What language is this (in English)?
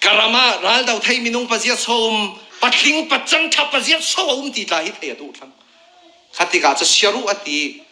Falam Chin